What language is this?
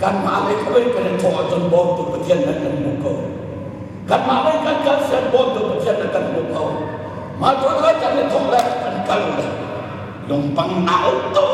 Hakha Chin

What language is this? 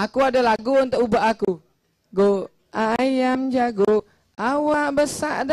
Musi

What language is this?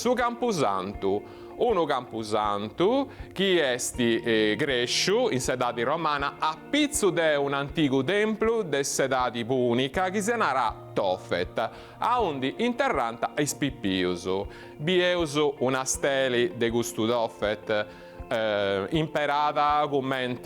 Sardinian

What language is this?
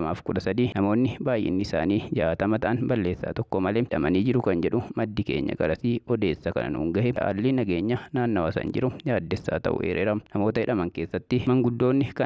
Oromo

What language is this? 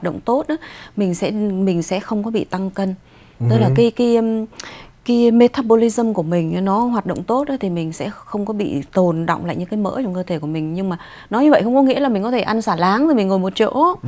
Vietnamese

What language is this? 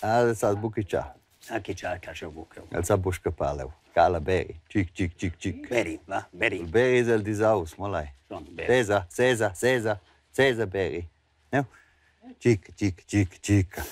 Romansh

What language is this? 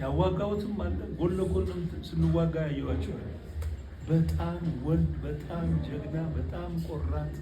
Amharic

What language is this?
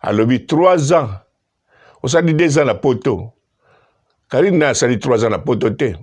Lingala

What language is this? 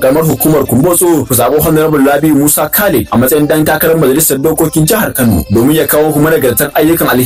Hausa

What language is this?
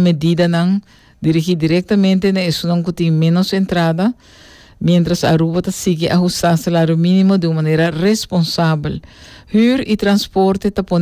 Papiamento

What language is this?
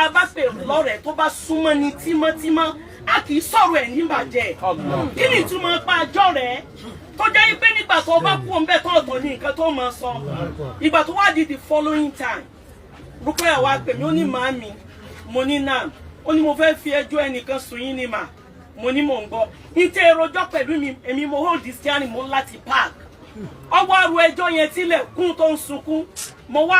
Yoruba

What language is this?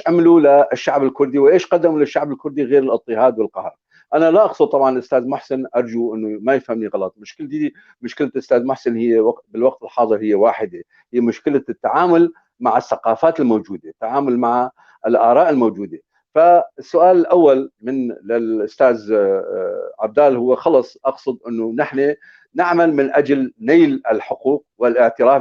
North Levantine Arabic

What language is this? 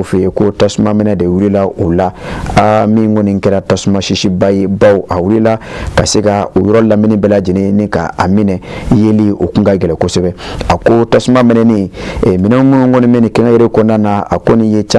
Bambara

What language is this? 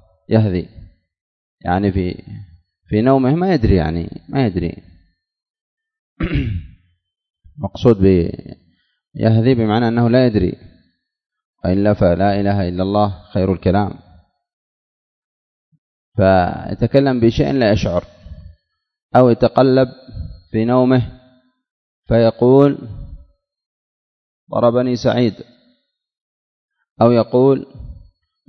Arabic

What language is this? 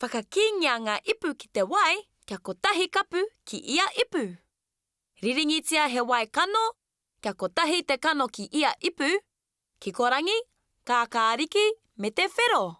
Māori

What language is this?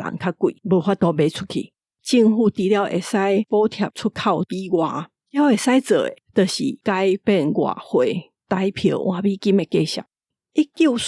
Min Nan Chinese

